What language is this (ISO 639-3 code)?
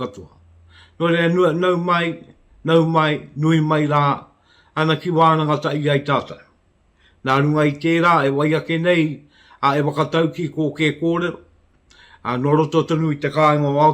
mri